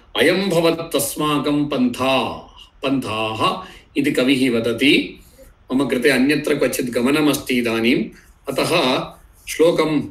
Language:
Sanskrit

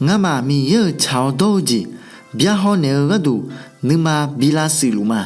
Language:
Akha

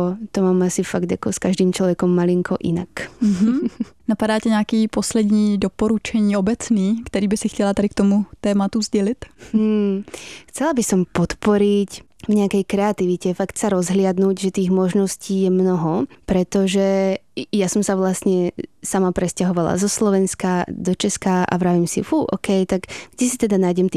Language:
Slovak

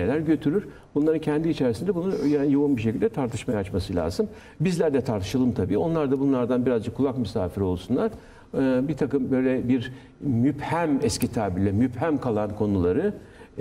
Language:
Turkish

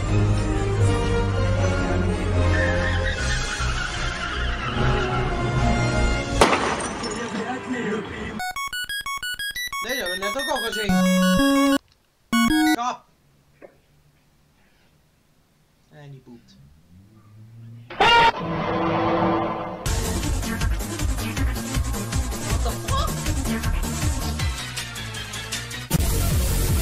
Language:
Dutch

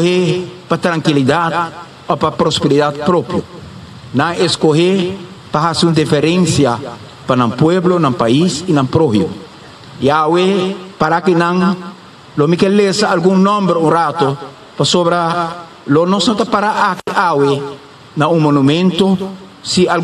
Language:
Papiamento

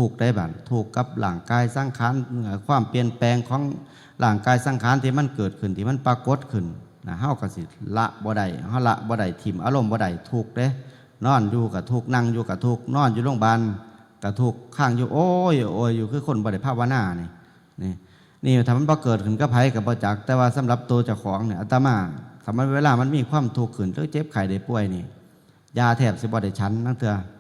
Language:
Northeastern Thai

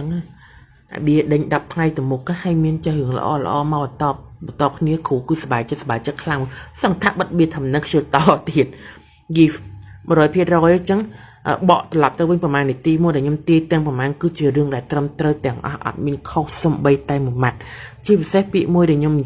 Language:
Khmer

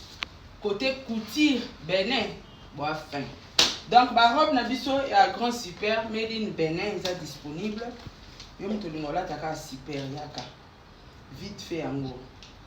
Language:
Lingala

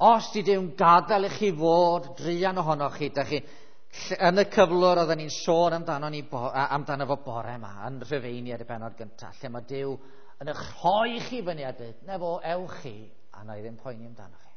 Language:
Welsh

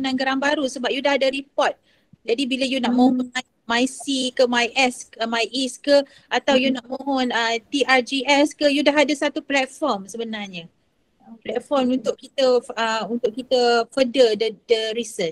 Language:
Malay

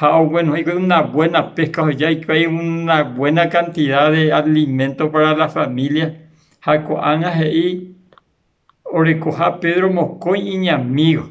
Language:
Guarani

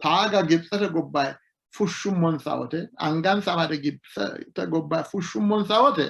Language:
Sidamo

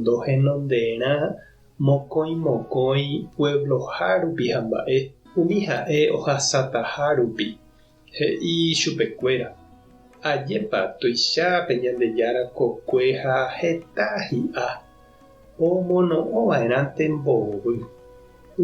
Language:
Guarani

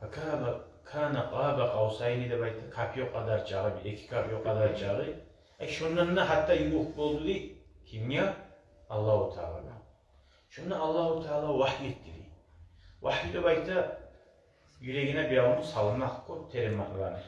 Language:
Kumyk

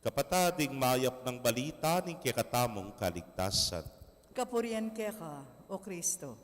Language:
Pampanga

